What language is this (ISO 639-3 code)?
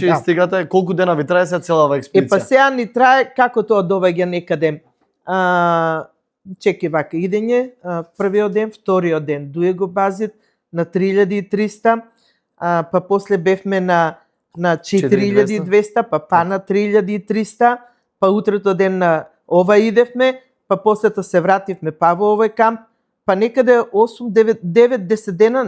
mkd